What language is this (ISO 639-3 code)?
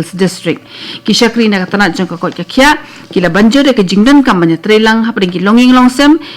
kha